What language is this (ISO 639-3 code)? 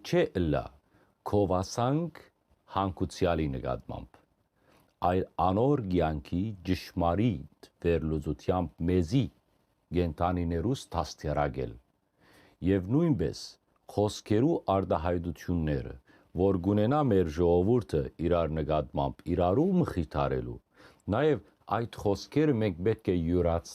hyw